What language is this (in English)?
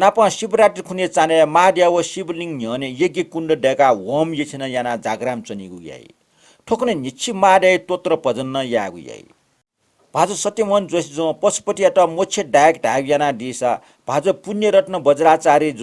Newari